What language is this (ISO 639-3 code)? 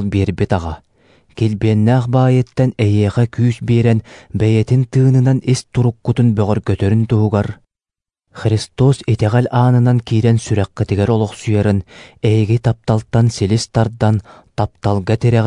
sah